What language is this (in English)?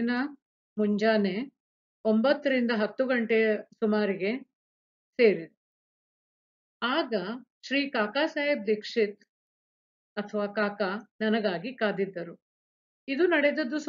Kannada